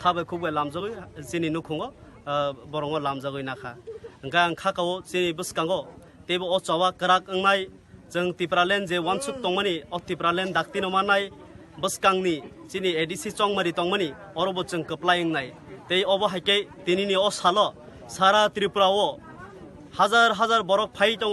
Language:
Kok Borok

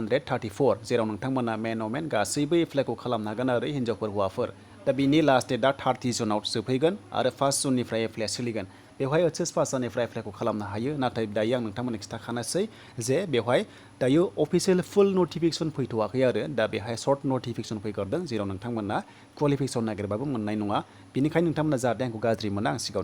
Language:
Bodo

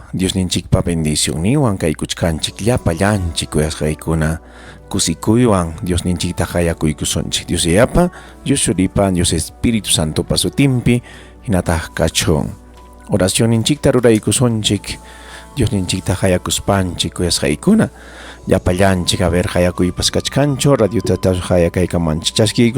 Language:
Ayacucho Quechua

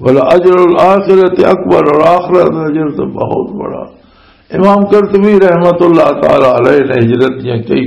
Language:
Western Panjabi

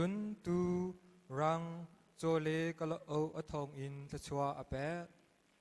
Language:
Hakha Chin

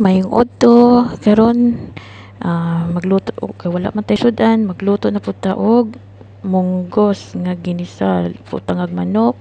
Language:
Cebuano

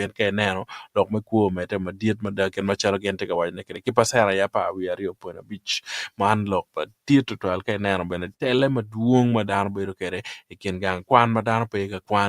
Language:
Acoli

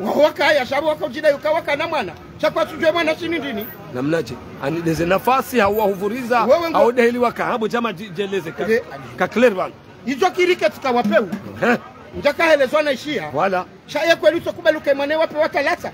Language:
Ngazidja Comorian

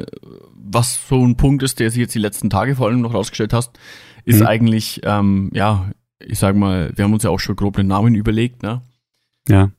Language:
German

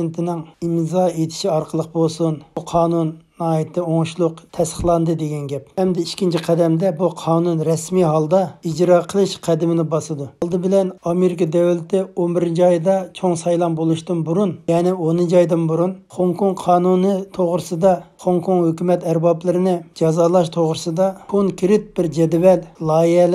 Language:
Uyghur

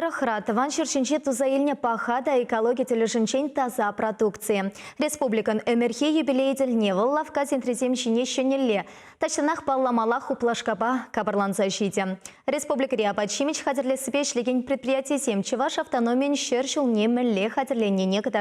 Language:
Chuvash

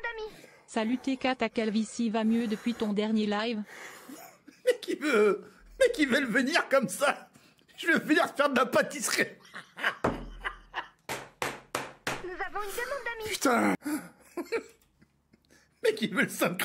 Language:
French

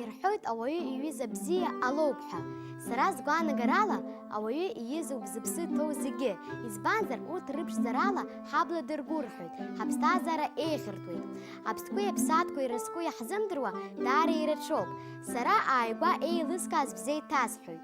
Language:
Abkhazian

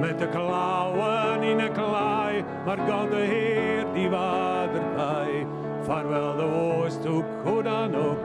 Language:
Western Frisian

